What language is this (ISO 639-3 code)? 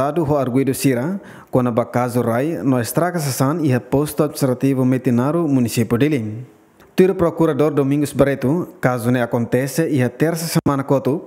tet